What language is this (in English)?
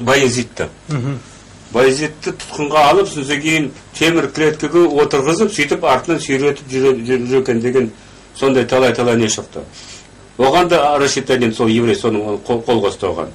Kazakh